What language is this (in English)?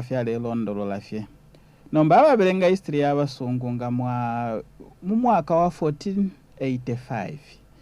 Bemba